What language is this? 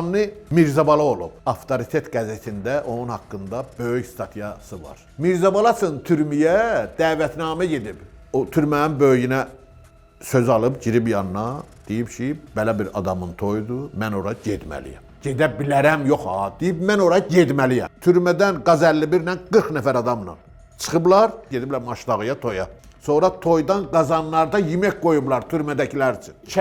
Azerbaijani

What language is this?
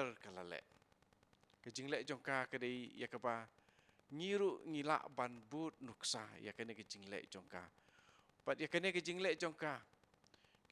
Khasi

